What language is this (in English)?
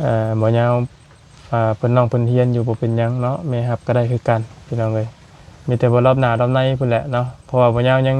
Lao